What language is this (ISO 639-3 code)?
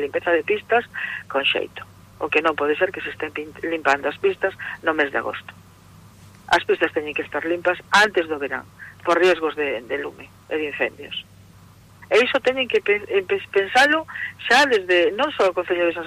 glg